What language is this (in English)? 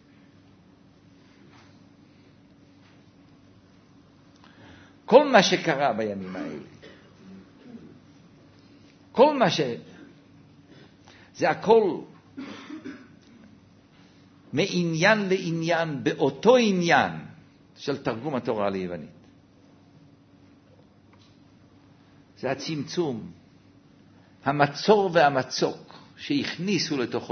Hebrew